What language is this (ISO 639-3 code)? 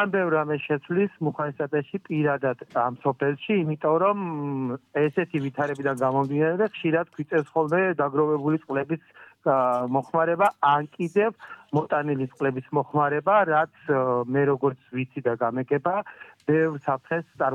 kat